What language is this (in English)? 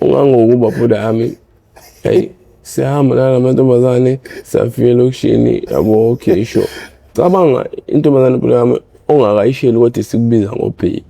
Zulu